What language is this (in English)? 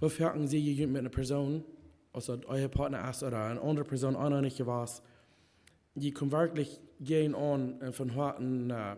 Plautdietsch